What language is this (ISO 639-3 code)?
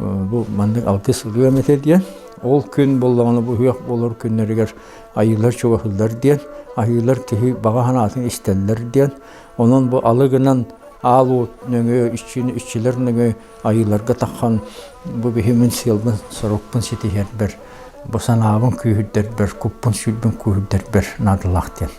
sah